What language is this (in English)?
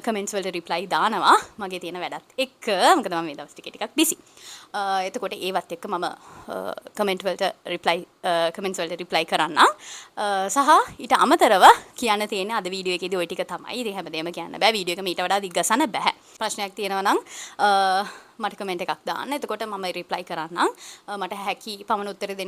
Sinhala